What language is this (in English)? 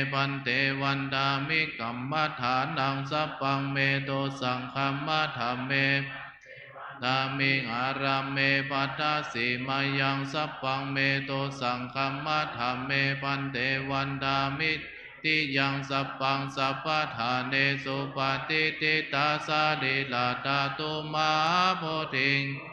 Pali